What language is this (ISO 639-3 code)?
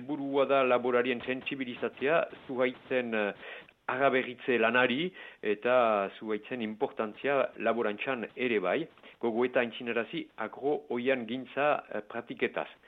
eus